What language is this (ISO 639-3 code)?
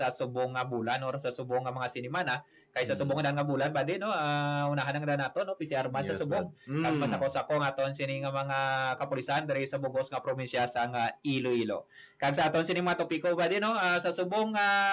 hil